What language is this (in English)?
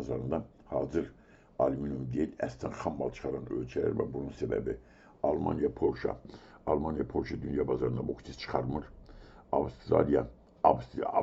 Azerbaijani